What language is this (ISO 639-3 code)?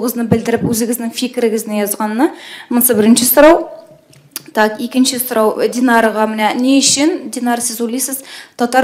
tat